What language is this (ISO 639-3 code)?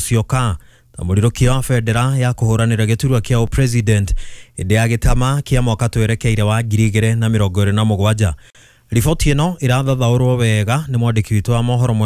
kik